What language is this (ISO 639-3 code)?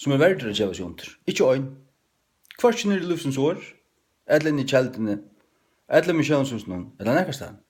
fao